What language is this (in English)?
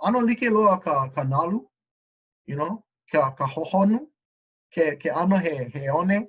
Hawaiian